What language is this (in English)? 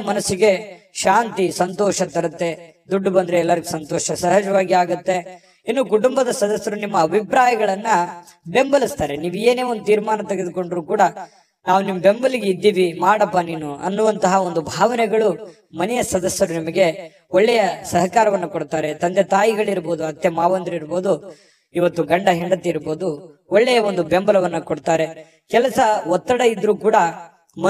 Kannada